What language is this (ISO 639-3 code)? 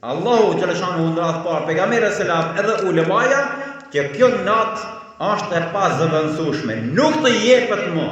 sqi